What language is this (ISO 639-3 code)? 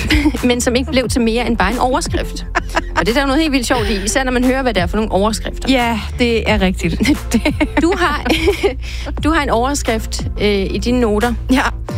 dan